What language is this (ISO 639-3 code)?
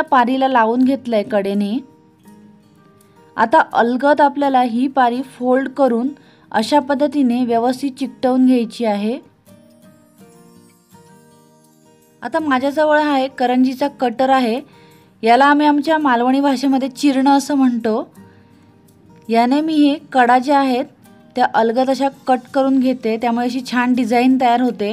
mar